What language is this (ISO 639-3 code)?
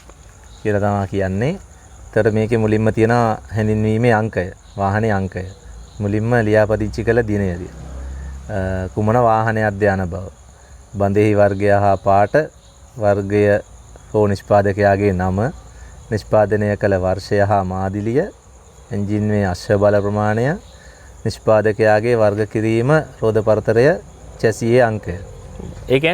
sin